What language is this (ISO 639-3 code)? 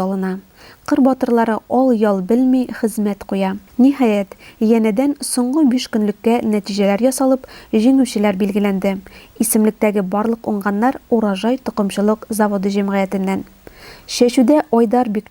tat